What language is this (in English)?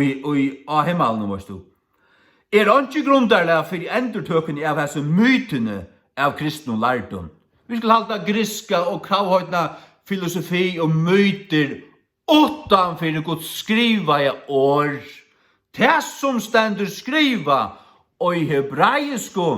Faroese